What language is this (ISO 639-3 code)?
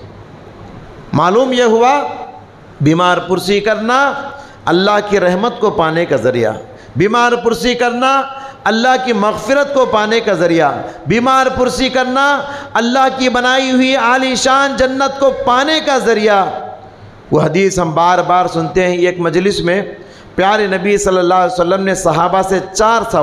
urd